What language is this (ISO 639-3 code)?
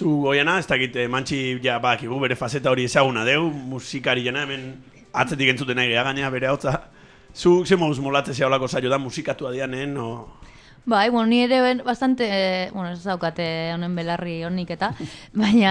eus